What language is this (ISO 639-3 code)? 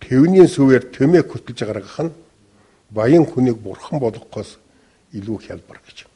mon